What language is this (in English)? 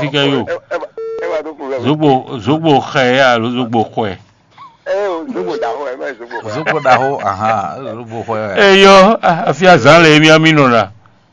Fon